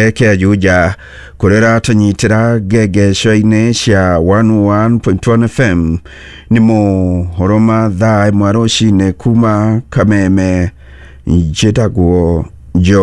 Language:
Kikuyu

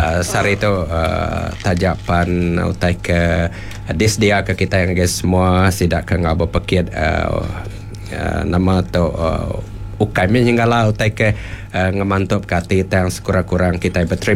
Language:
Iban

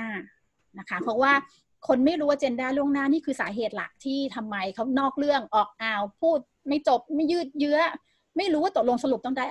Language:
Thai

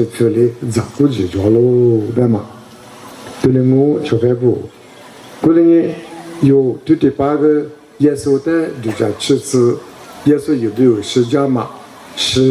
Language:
Lisu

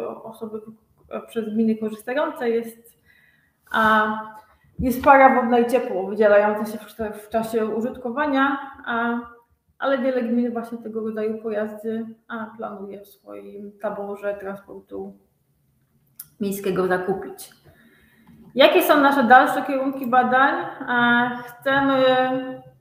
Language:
Polish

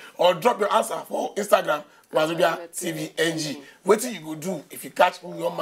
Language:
Nigerian Pidgin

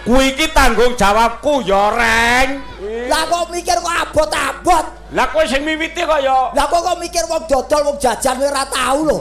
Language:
Javanese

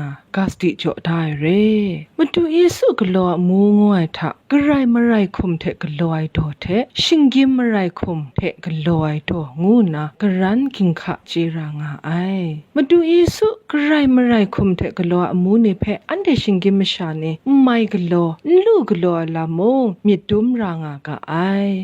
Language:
Kachin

